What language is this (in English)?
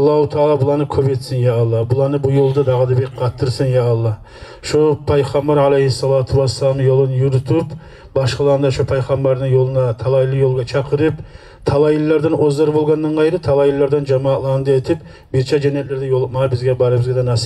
Kumyk